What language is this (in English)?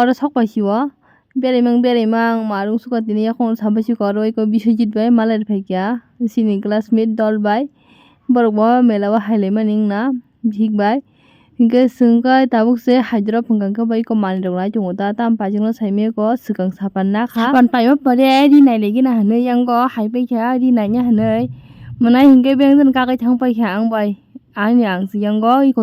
Kok Borok